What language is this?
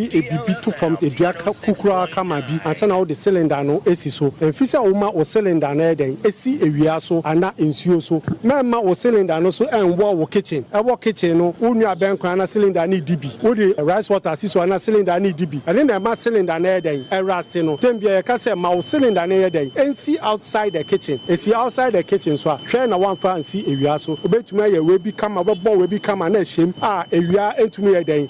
Akan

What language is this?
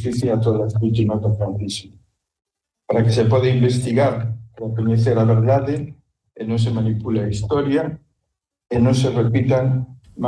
Galician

